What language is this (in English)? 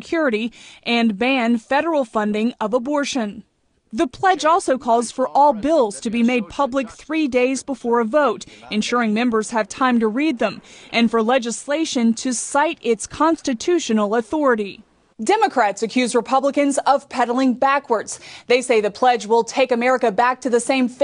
English